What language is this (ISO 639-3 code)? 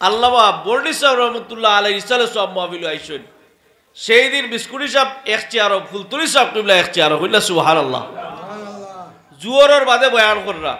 syl